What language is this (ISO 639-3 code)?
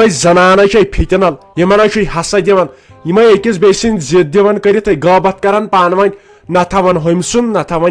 kas